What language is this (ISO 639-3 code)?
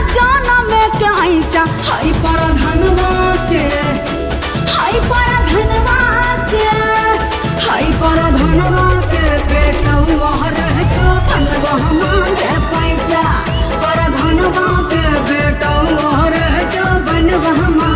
bho